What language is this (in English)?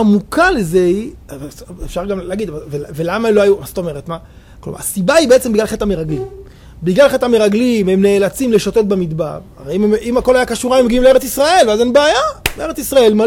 Hebrew